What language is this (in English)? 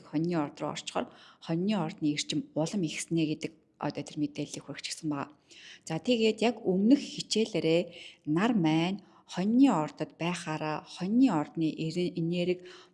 Mongolian